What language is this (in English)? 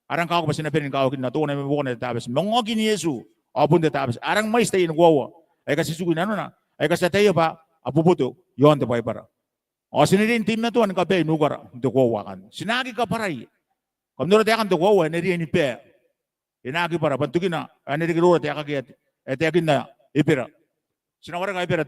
Gilbertese